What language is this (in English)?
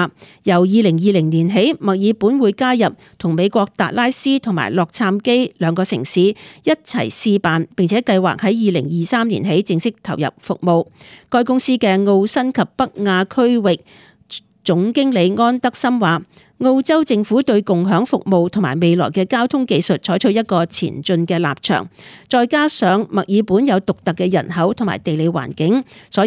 Cantonese